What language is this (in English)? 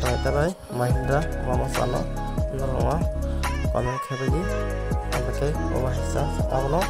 Kok Borok